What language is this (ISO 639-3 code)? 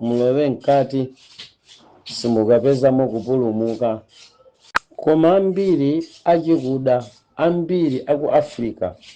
nya